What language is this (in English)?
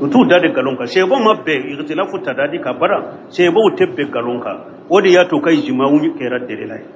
Bambara